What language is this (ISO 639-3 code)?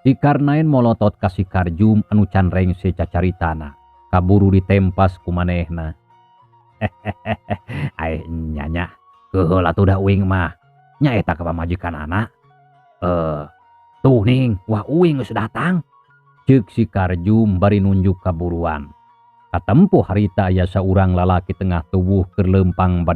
sun